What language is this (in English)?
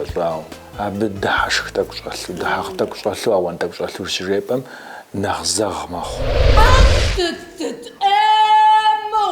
Kabardian